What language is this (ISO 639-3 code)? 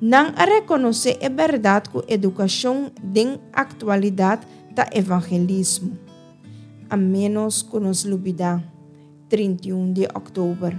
pap